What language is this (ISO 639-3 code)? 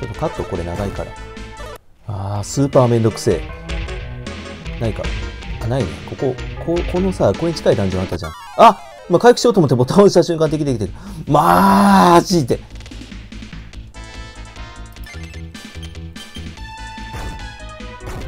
jpn